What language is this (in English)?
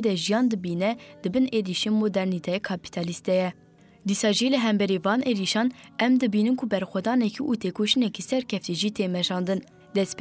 Kurdish